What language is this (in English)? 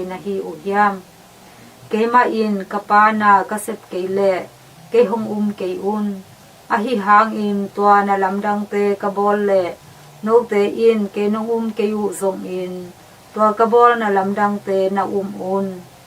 Tedim Chin